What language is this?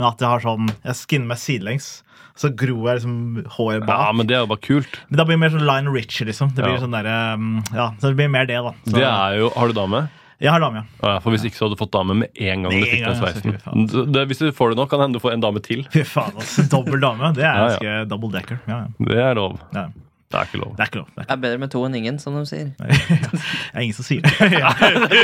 Norwegian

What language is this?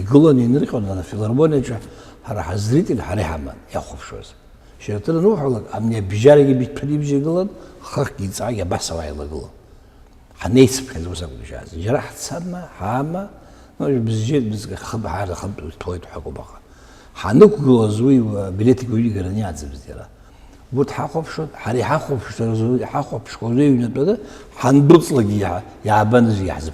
Abkhazian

